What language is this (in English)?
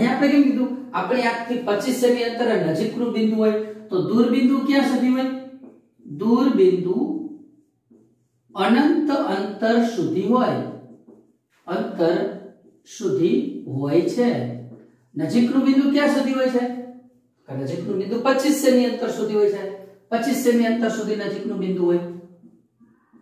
Gujarati